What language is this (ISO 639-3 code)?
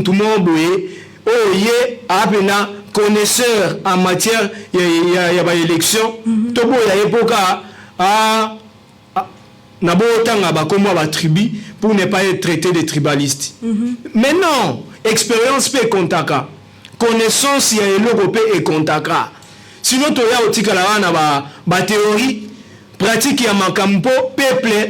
lin